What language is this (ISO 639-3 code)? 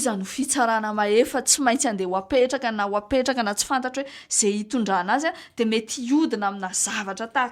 mlg